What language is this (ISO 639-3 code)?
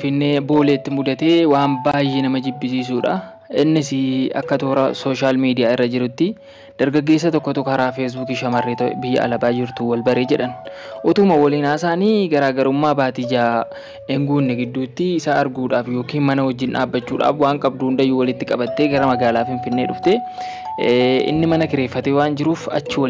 orm